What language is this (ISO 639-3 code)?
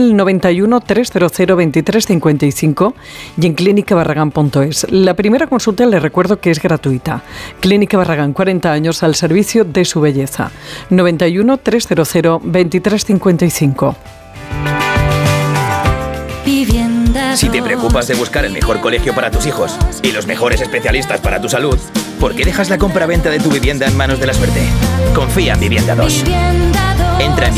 spa